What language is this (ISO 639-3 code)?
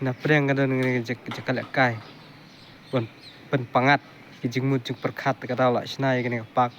kha